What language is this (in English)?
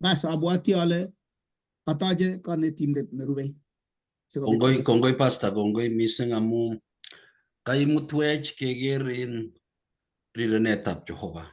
Kalenjin